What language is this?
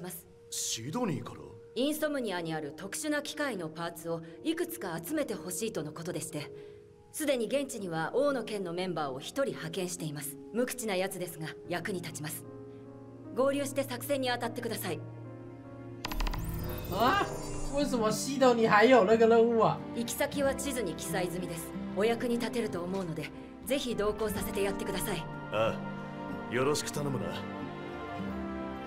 Japanese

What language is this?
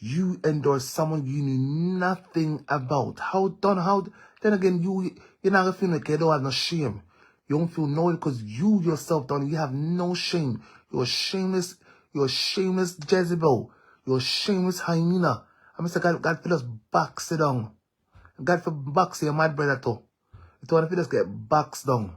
Jamaican Creole English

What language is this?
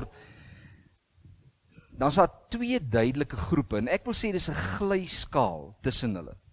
Afrikaans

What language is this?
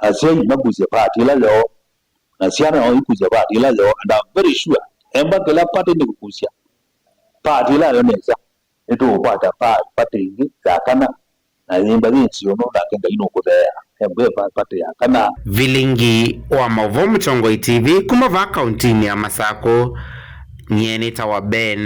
Kamba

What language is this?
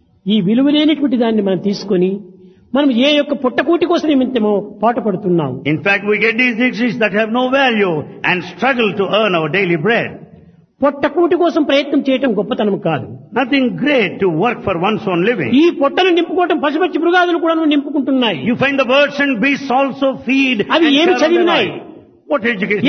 Telugu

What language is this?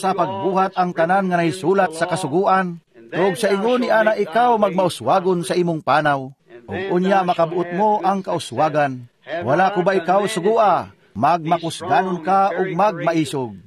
Cebuano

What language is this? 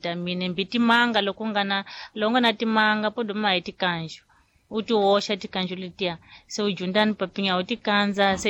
Tsonga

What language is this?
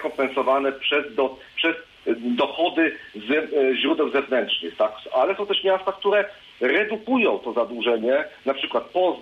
Polish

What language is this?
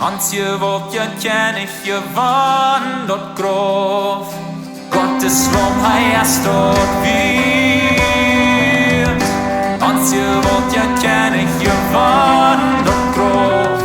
Plautdietsch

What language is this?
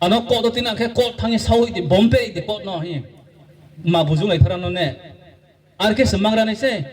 Riang (India)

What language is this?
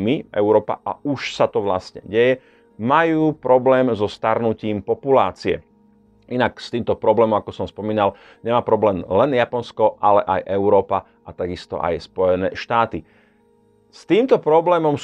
Slovak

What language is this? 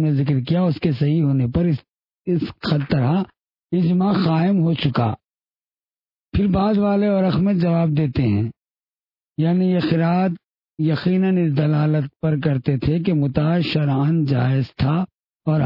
Urdu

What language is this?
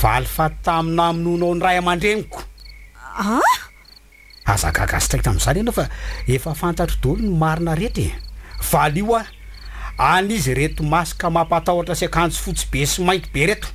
Malagasy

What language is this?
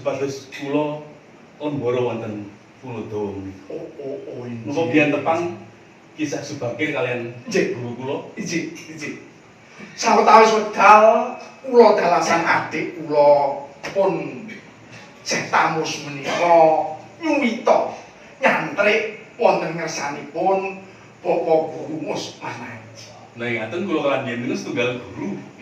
Javanese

